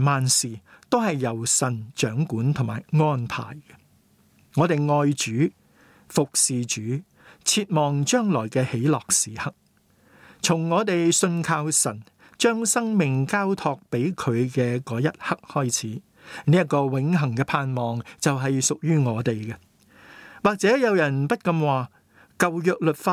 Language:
Cantonese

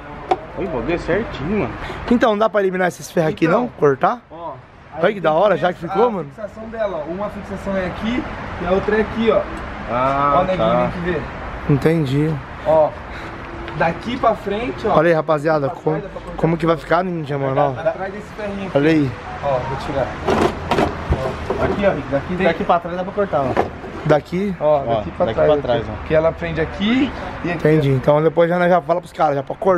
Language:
Portuguese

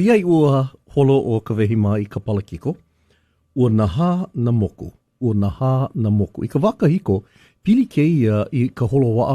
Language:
Hawaiian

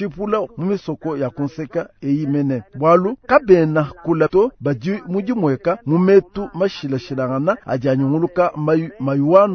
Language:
Luba-Lulua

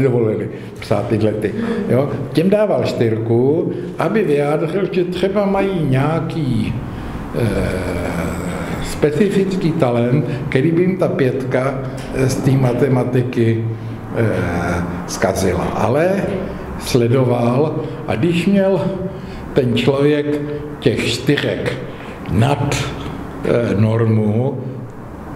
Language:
Czech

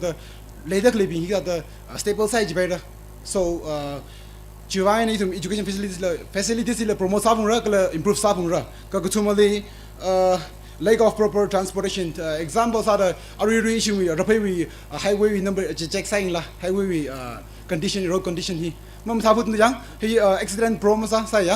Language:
Tangkhul Naga (India)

